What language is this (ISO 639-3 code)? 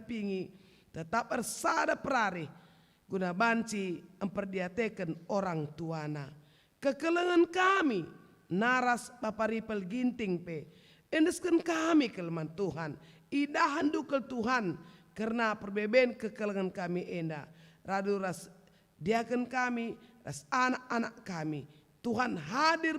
btx